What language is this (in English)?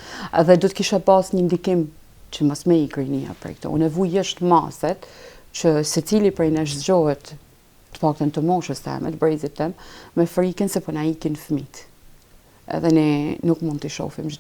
Albanian